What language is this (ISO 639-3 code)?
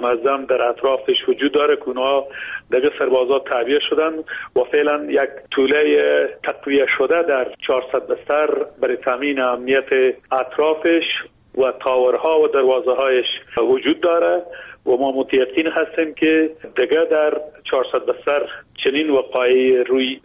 fas